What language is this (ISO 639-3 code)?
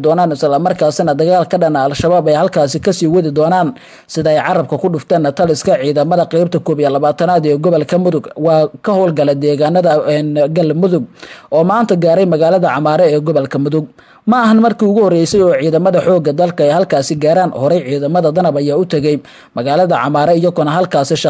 som